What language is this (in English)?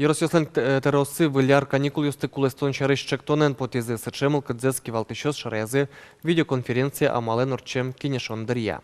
Udmurt